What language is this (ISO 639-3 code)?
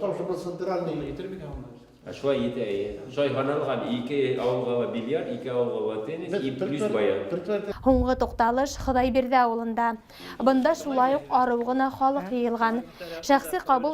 bak